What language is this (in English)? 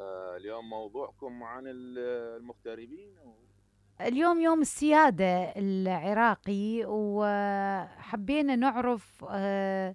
Mesopotamian Arabic